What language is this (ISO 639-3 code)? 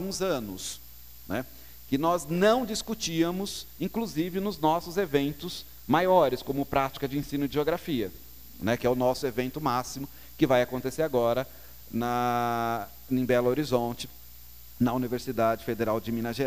por